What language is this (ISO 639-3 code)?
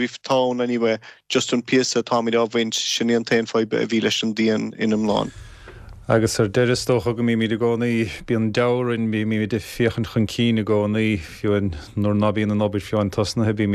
gle